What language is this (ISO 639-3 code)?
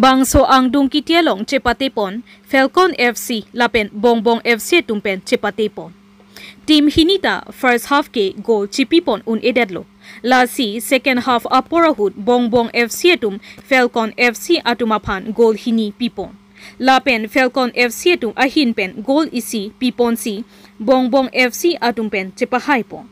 mjw